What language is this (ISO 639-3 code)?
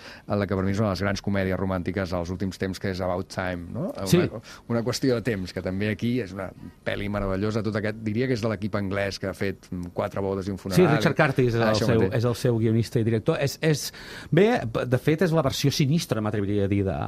cat